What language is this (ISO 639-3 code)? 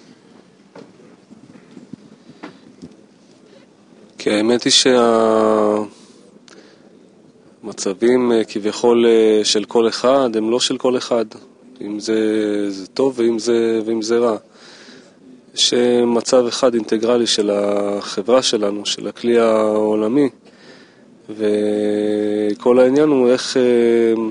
heb